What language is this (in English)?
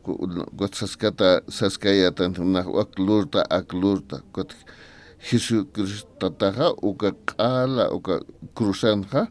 Aymara